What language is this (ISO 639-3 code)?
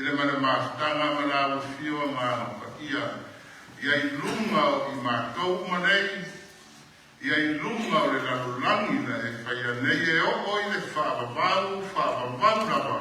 smo